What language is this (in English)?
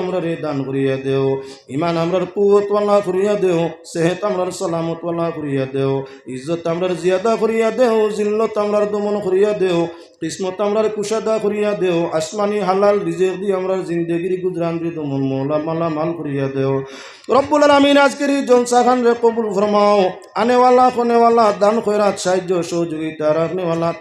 Sylheti